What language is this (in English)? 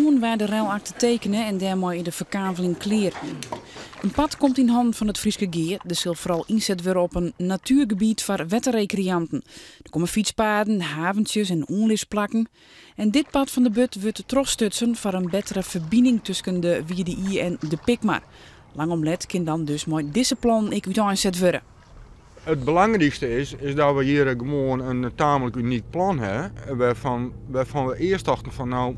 Western Frisian